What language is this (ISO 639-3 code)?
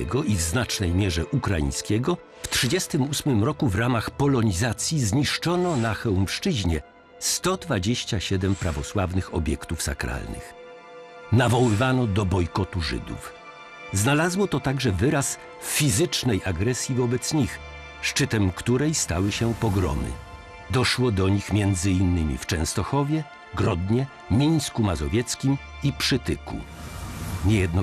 pol